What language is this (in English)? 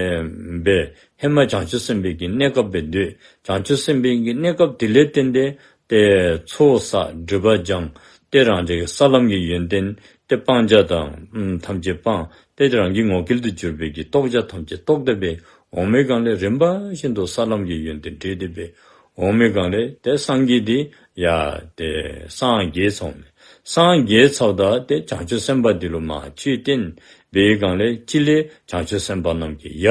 Dzongkha